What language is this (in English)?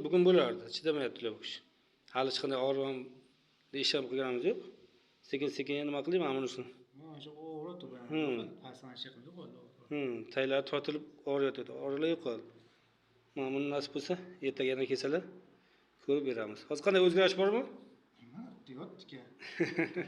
Uzbek